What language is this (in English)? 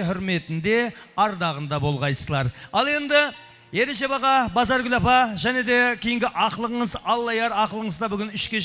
Kara-Kalpak